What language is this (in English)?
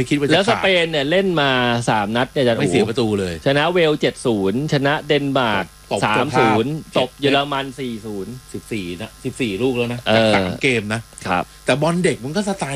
Thai